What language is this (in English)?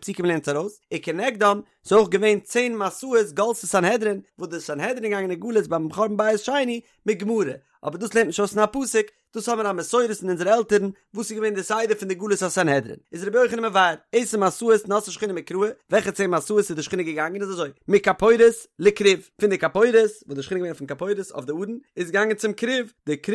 Yiddish